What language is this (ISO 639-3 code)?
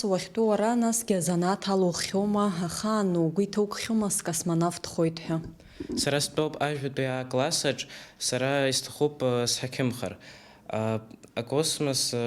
abk